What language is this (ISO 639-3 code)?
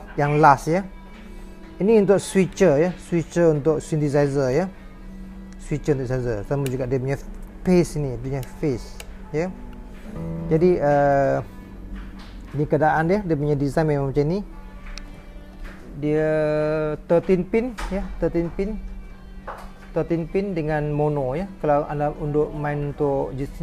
msa